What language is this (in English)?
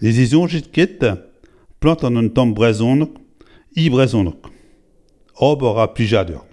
Breton